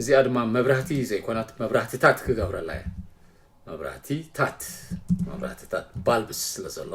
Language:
Tigrinya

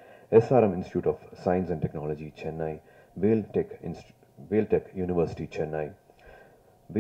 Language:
Tamil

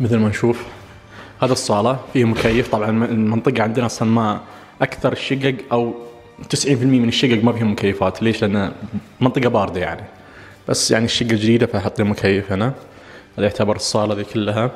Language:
Najdi Arabic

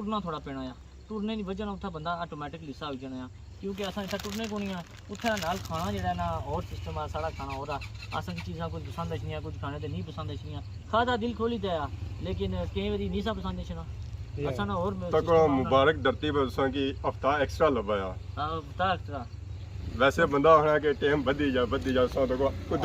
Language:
Pahari-Potwari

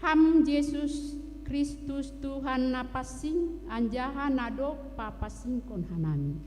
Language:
Batak Simalungun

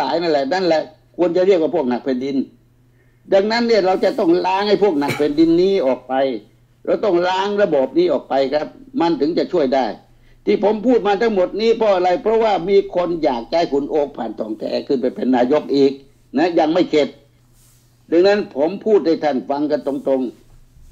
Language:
Thai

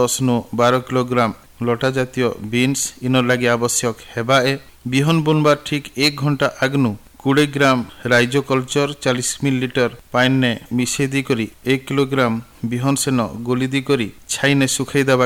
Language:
Odia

